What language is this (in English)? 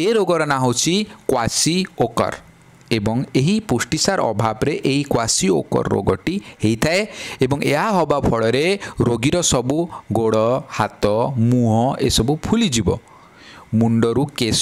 Odia